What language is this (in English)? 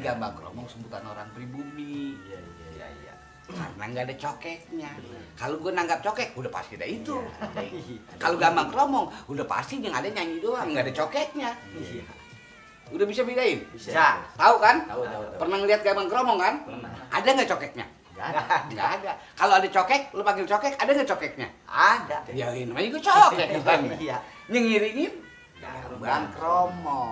Betawi